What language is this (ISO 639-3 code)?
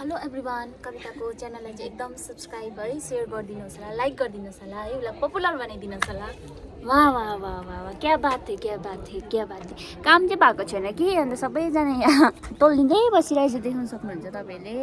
nep